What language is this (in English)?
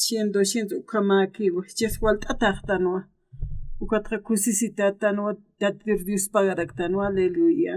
Aymara